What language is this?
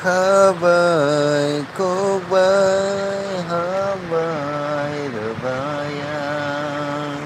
Kok Borok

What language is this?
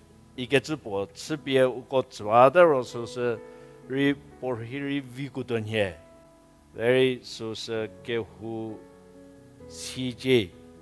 Angami Naga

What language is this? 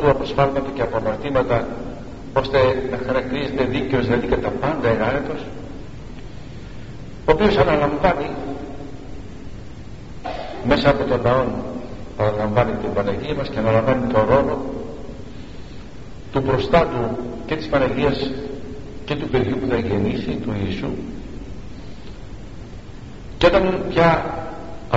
Greek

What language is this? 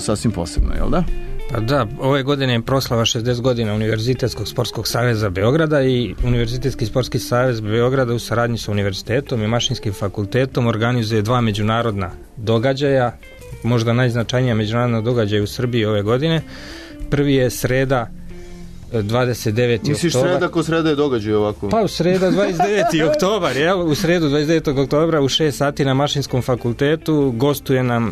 Serbian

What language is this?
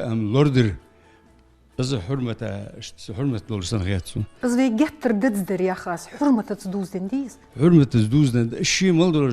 Ingush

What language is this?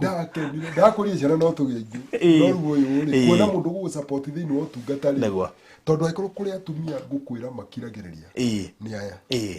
Kikuyu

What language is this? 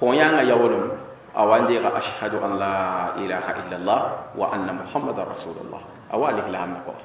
Mossi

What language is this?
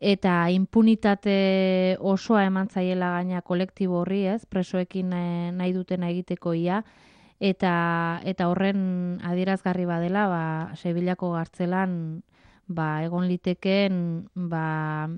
Basque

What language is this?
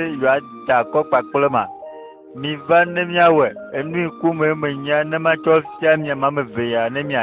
Ewe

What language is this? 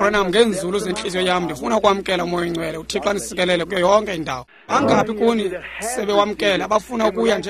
Xhosa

